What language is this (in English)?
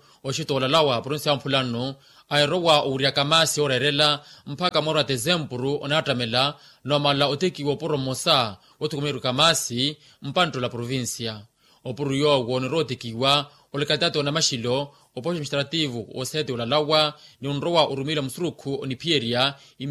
Makhuwa